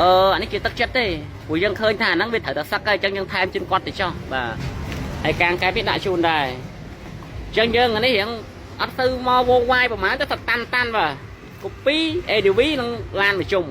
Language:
Khmer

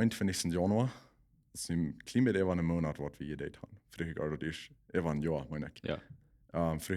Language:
Plautdietsch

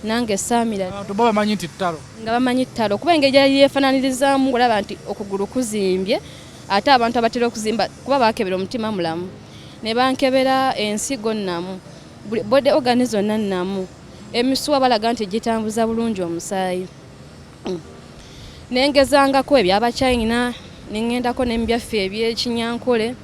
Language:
Ganda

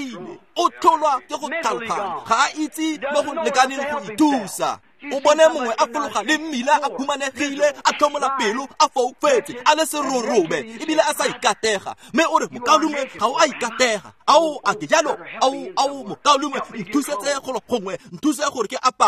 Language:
Tswana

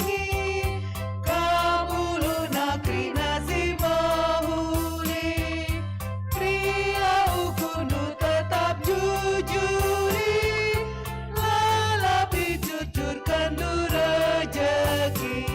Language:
Batak Karo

